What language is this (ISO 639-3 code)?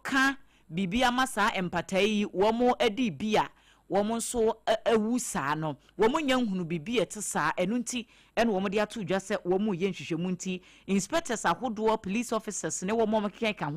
aka